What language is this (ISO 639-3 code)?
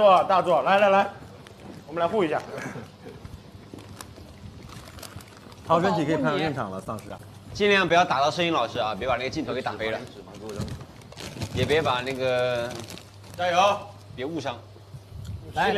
zho